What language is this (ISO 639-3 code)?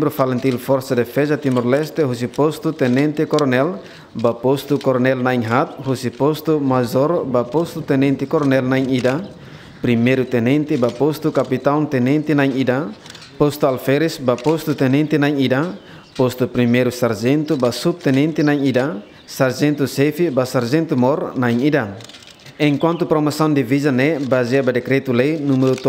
tet